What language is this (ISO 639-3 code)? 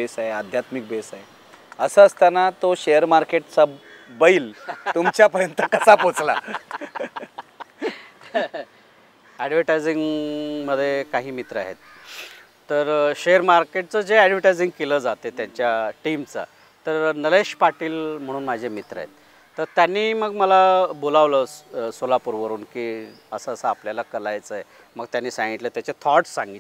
mar